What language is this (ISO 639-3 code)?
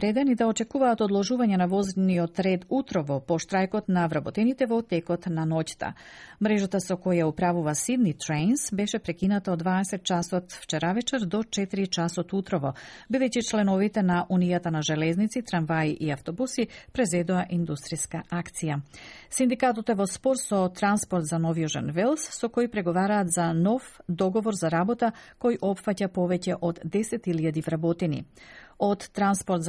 mkd